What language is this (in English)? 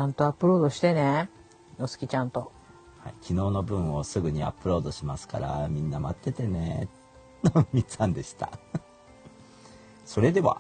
Japanese